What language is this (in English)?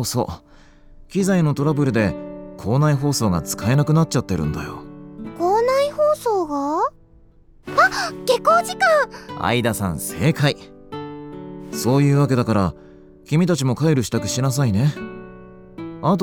Japanese